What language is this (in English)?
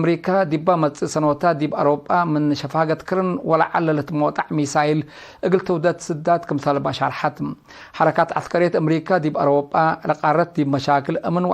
Tigre